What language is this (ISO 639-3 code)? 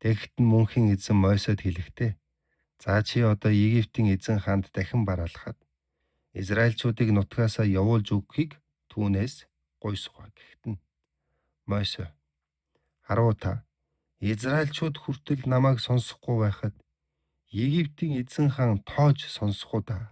mon